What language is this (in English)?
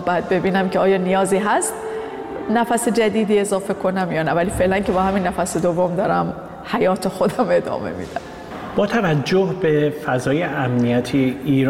Persian